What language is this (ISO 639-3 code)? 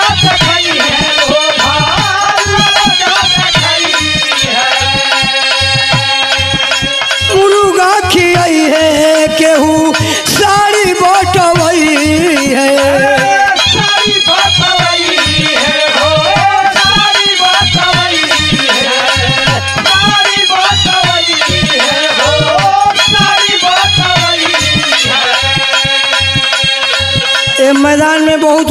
bho